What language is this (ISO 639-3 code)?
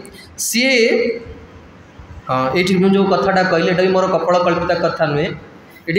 ori